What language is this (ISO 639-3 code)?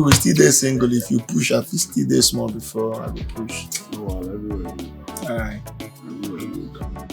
pcm